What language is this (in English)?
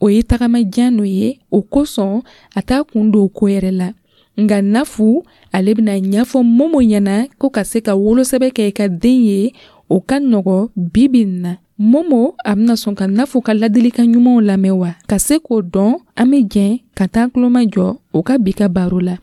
Dyula